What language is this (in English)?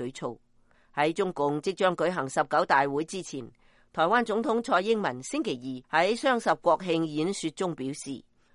Cantonese